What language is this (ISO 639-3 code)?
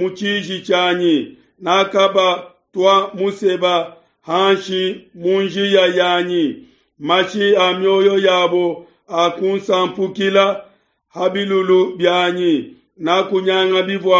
lua